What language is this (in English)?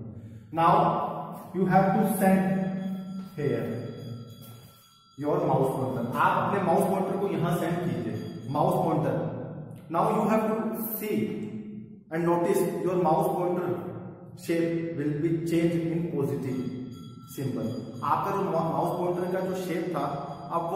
Hindi